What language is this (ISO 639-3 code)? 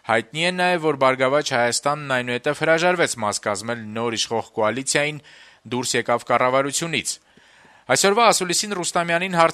hye